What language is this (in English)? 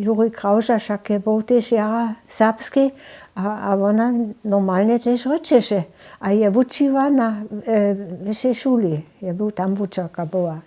Upper Sorbian